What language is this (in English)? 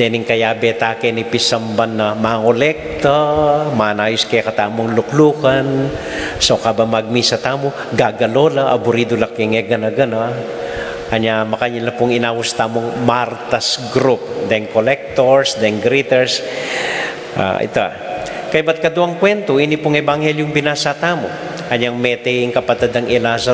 Pampanga